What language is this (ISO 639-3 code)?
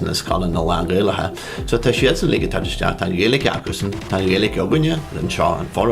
gle